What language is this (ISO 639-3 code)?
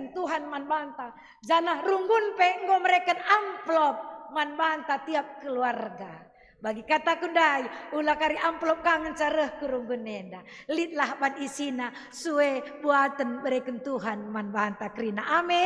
btx